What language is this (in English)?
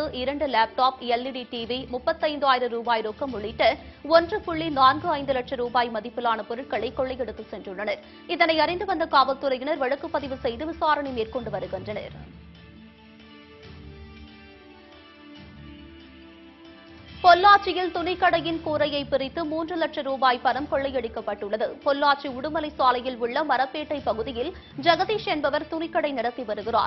Tamil